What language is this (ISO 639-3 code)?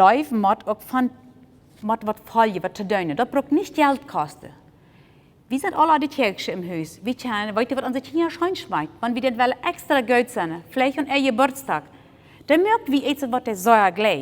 pdt